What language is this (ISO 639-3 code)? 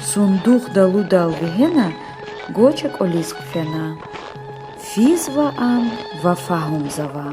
lez